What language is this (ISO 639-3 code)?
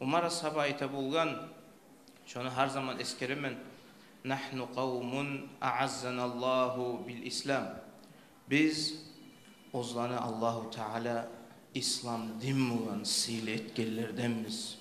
kum